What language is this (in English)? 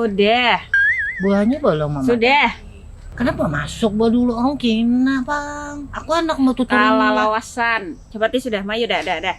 Banjar